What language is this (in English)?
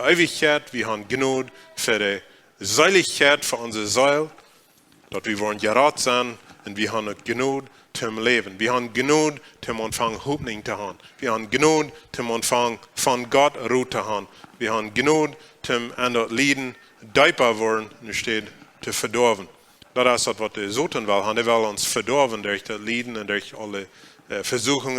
Plautdietsch